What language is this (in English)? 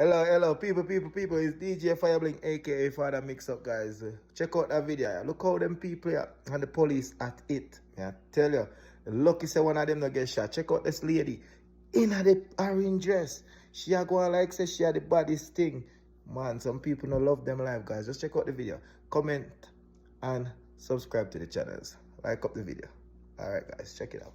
Jamaican Creole English